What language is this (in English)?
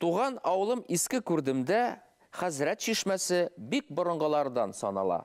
Bashkir